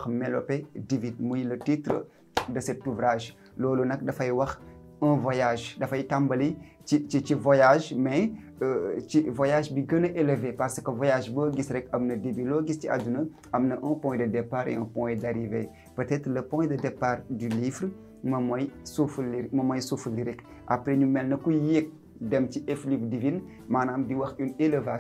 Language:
Wolof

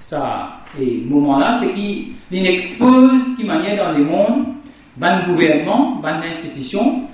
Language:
Morisyen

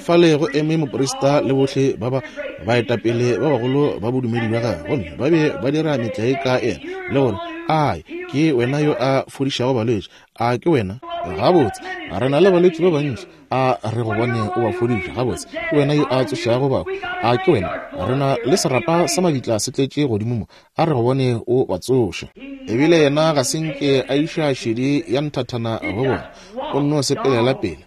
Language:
Northern Sotho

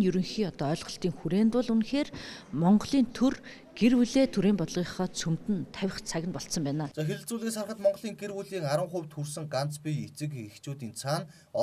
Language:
Mongolian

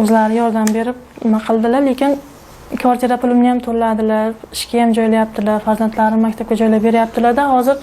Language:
Uzbek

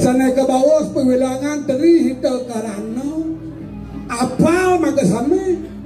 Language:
Balinese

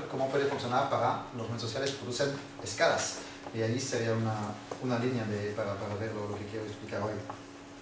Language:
Spanish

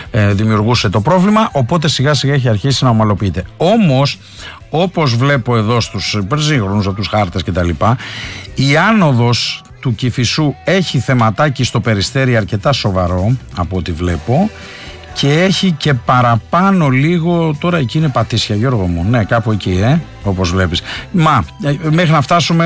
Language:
Greek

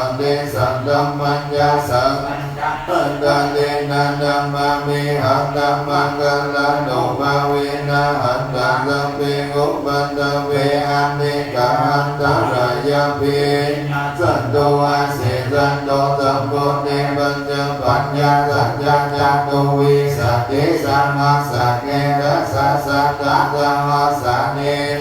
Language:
Pali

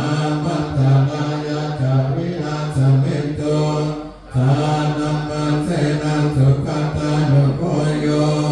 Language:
Pali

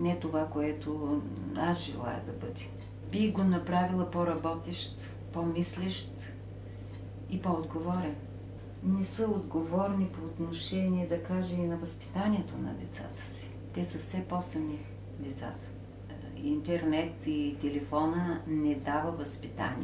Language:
Bulgarian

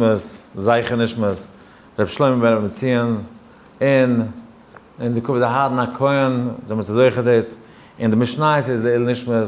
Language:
Yiddish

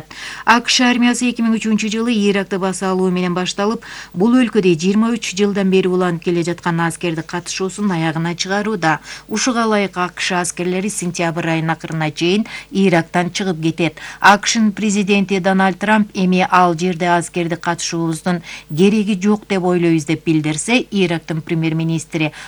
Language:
Kyrgyz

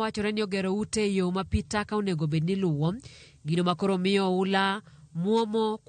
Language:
Luo (Kenya and Tanzania)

